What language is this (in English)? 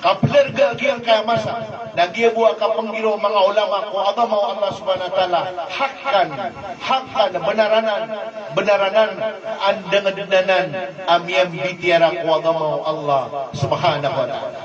Maranao